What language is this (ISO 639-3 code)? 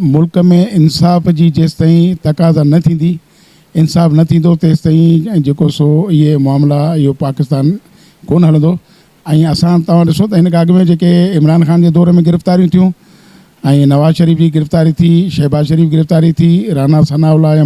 snd